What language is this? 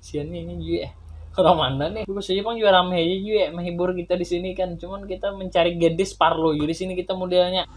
Banjar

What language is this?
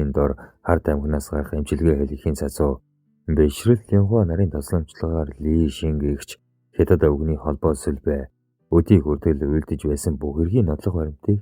Mongolian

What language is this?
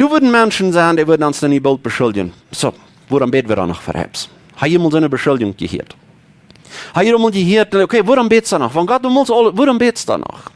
Plautdietsch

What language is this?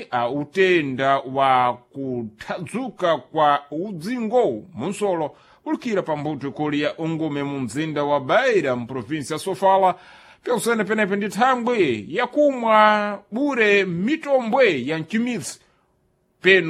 Sena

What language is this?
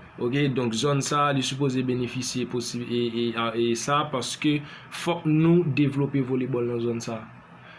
Haitian Creole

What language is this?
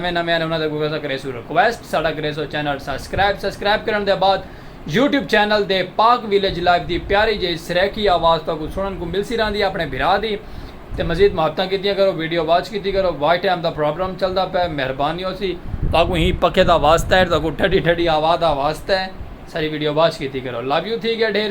Saraiki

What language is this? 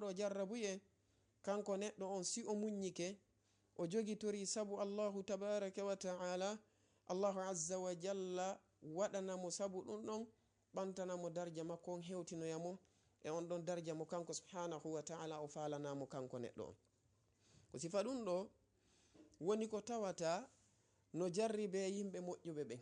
Fula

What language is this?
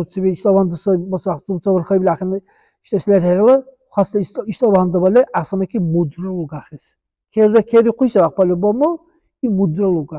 Dargwa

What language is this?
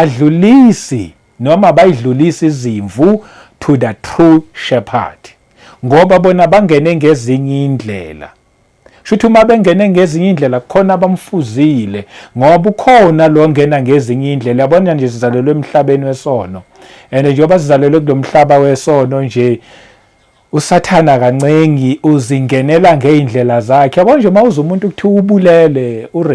Zulu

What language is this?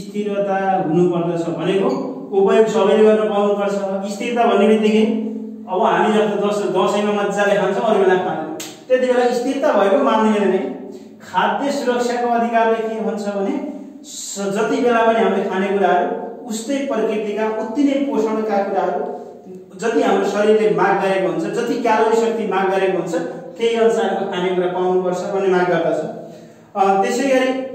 Nepali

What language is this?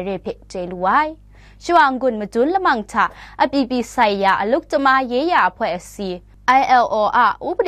Kachin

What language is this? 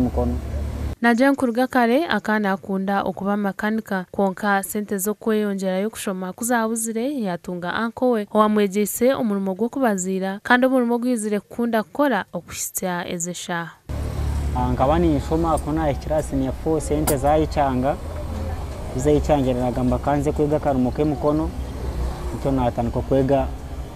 Nyankole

